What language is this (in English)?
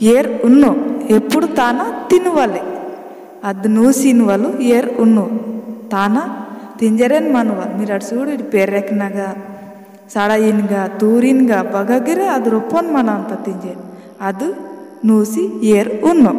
Gondi